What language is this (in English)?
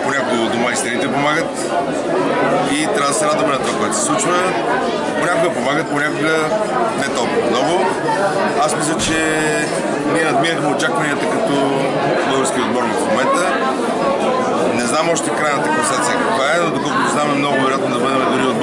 Bulgarian